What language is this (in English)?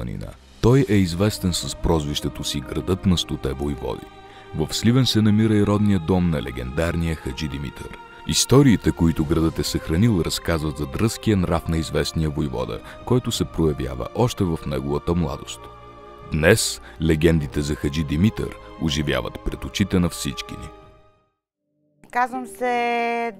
Bulgarian